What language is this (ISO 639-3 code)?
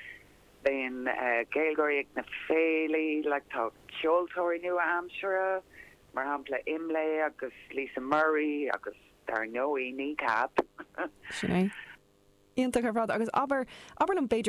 gle